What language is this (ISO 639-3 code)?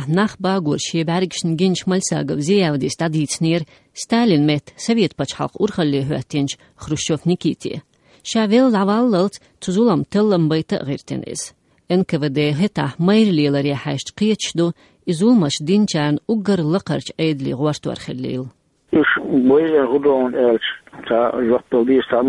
che